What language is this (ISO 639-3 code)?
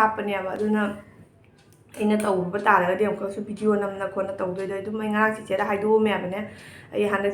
mni